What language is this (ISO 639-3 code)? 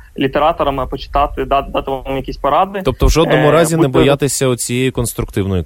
ukr